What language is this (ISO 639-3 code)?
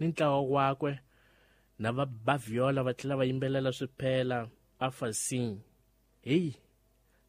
tso